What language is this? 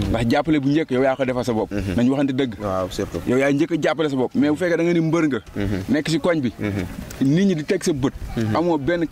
Wolof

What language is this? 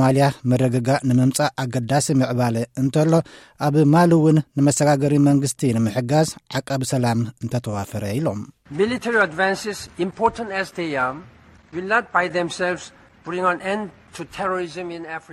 Tigrinya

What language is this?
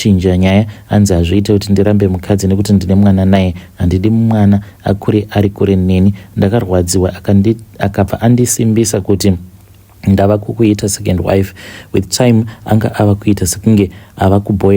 Shona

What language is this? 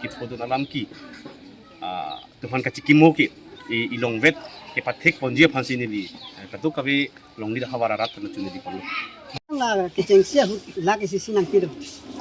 Karbi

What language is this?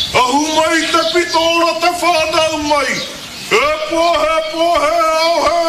Māori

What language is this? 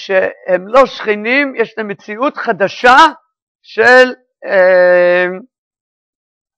Hebrew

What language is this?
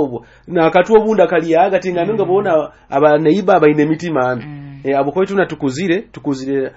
Nyoro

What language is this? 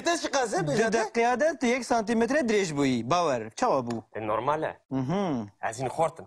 Kurdish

